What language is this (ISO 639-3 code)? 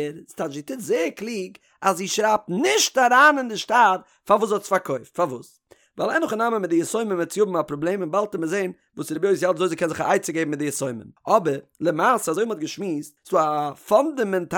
yid